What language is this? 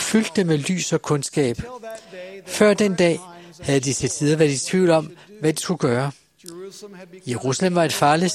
Danish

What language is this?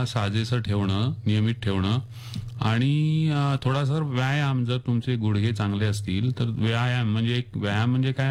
Marathi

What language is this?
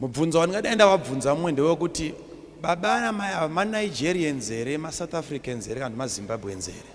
Shona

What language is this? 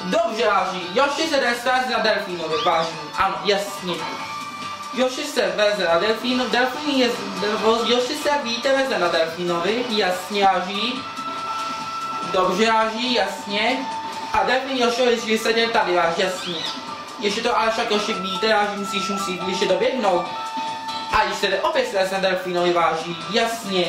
Czech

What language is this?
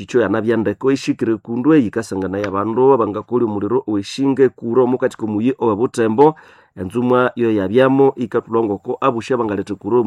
Nande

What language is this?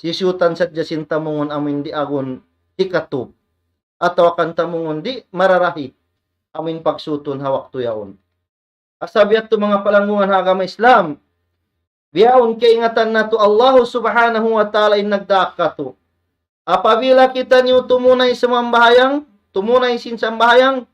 Tausug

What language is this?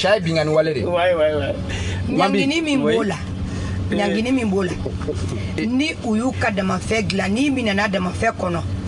Bambara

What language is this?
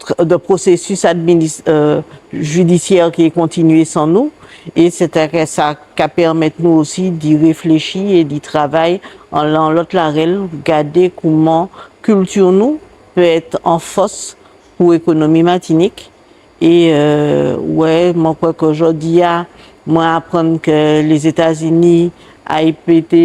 Guadeloupean Creole French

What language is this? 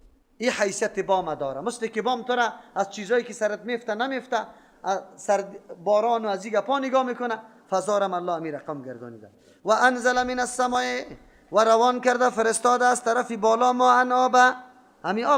Persian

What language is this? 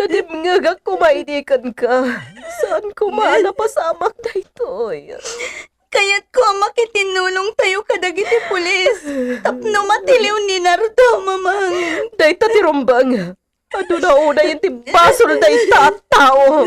Iloko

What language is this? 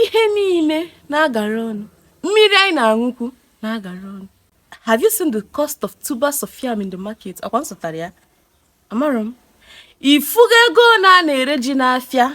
Igbo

